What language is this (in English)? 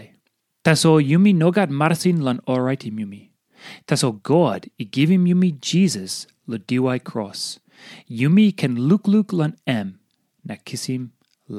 Tok Pisin